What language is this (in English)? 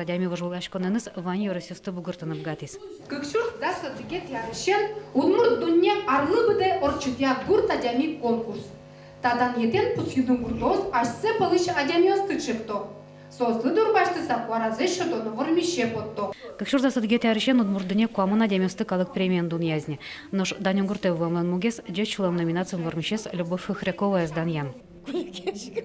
Udmurt